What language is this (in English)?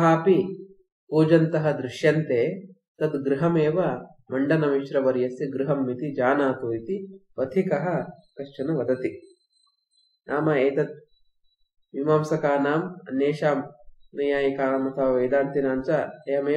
Sanskrit